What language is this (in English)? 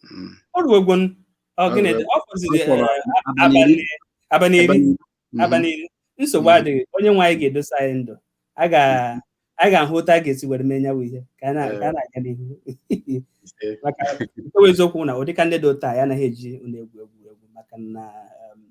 Igbo